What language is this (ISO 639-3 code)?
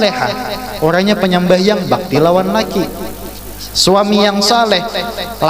bjn